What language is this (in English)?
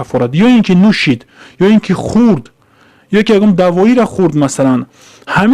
Tajik